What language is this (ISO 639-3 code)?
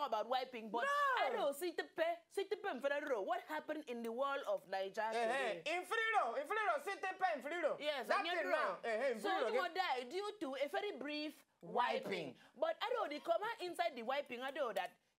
pcm